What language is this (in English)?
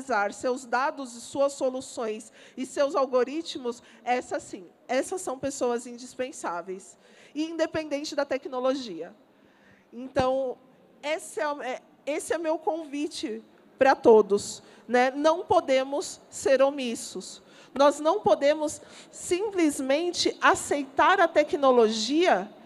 Portuguese